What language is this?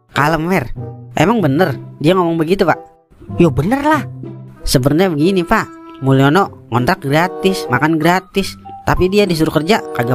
Betawi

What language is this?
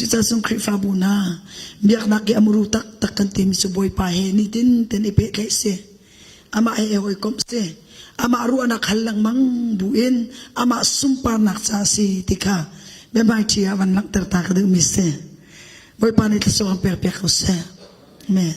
Hakha Chin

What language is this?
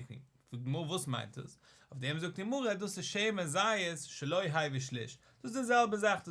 Yiddish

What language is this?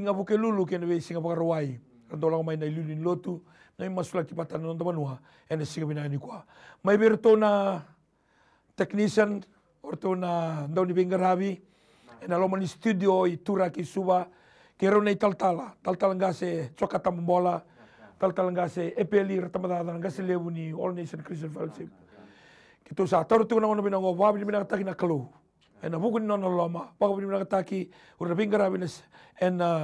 Fijian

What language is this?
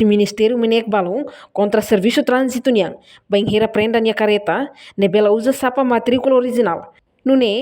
Tetum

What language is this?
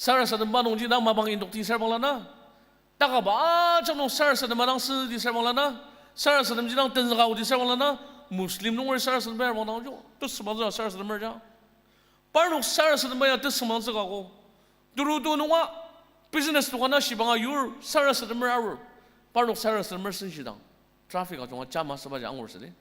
Ao Naga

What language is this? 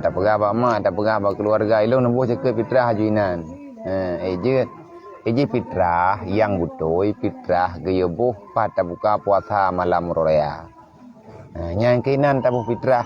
Achinese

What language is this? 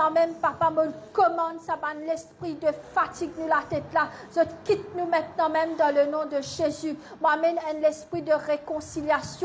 Morisyen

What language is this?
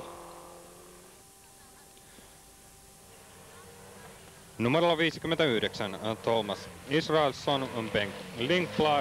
Finnish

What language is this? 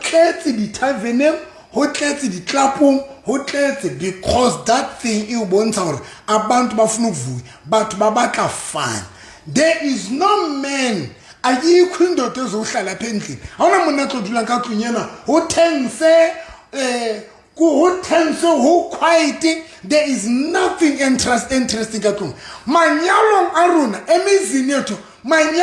Southern Sotho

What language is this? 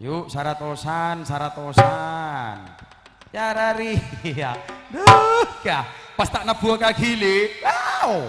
Madurese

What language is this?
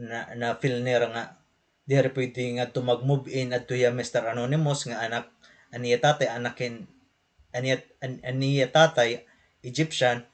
Waray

